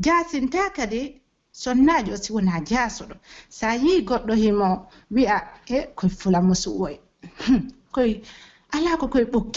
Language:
Pular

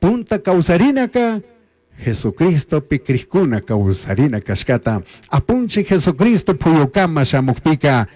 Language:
Chimborazo Highland Quichua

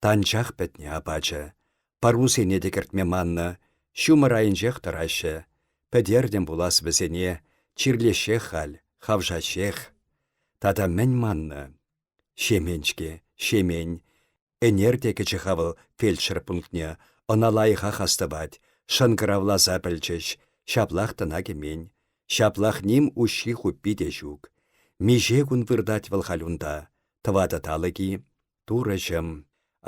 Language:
Chuvash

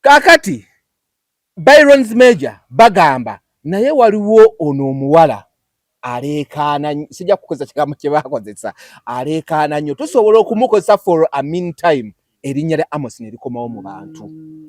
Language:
Ganda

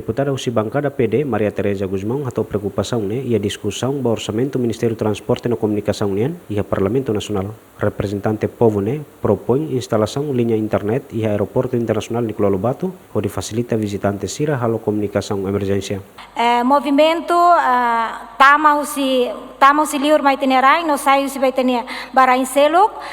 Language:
Tetum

